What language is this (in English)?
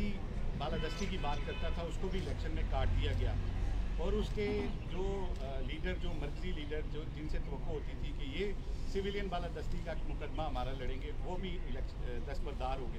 Urdu